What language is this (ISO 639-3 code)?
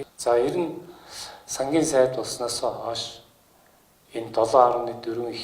mon